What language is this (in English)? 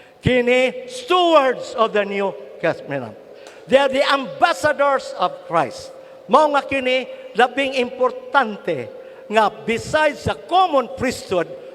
Cebuano